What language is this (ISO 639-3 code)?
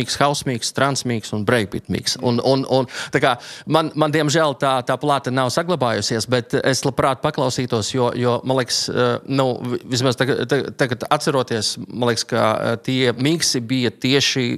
lav